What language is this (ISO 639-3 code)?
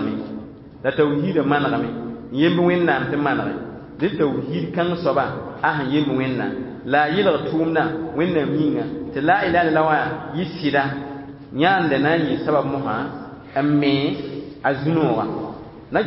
mos